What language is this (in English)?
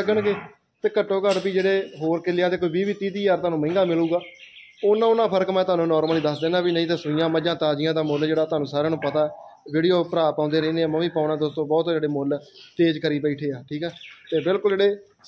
Punjabi